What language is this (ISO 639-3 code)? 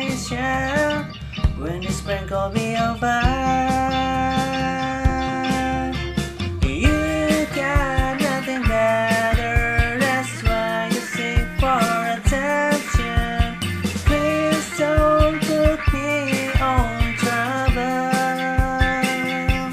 eng